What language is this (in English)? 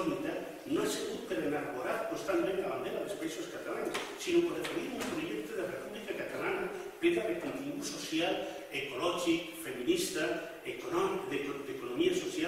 Catalan